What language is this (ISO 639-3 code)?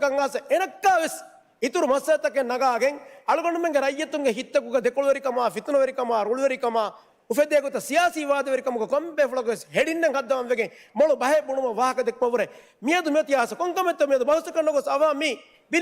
div